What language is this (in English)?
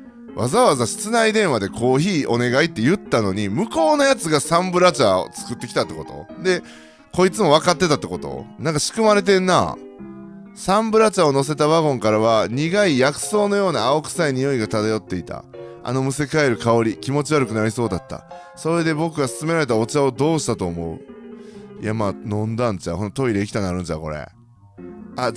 Japanese